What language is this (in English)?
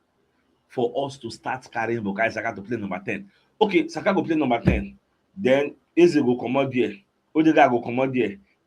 Nigerian Pidgin